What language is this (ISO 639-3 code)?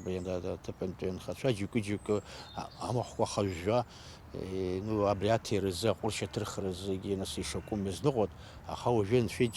abk